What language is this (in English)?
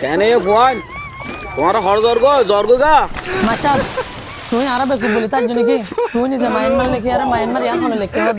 Rohingya